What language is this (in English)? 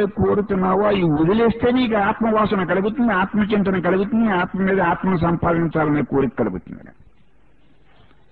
Telugu